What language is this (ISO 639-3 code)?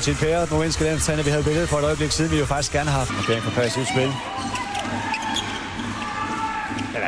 dan